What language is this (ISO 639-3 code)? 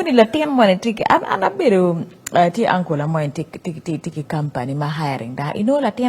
ach